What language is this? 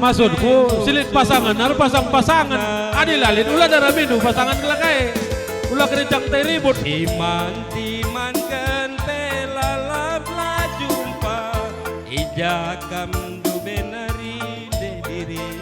Batak Karo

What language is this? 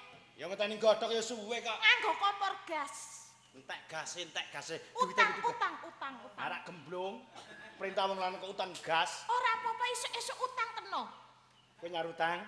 Javanese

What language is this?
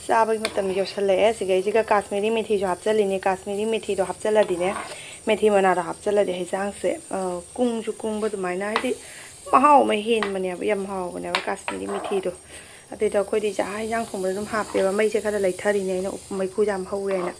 Manipuri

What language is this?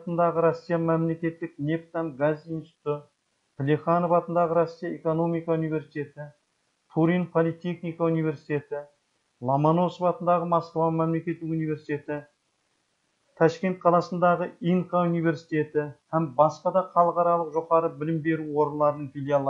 Kazakh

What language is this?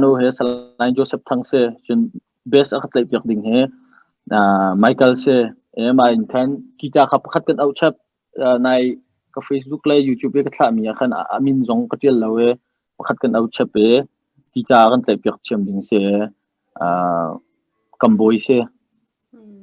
Hakha Chin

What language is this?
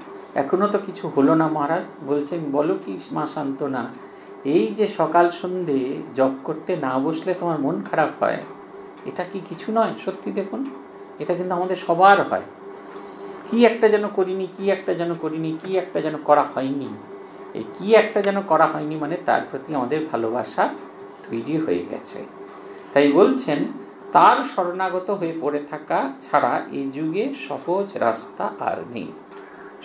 Bangla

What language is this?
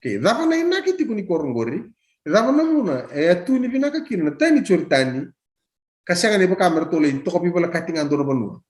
Fijian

